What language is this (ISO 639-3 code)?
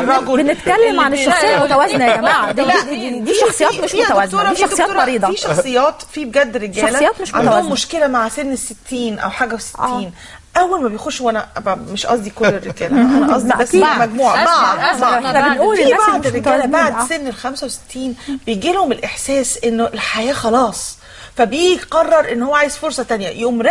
arz